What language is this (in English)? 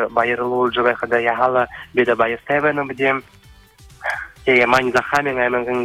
Buriat